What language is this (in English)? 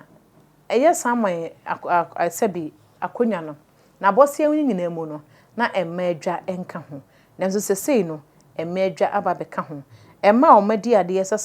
Akan